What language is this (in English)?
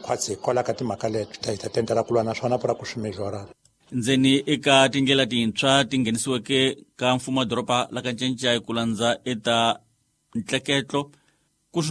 Tsonga